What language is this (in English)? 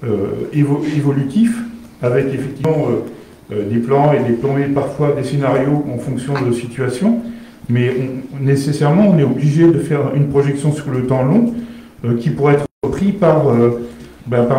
French